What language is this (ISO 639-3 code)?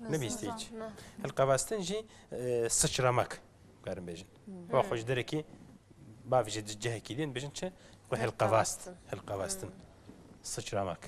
kur